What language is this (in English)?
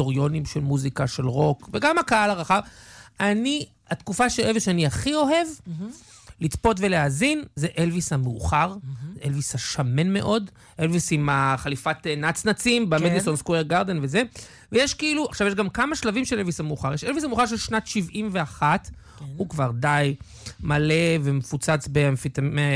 Hebrew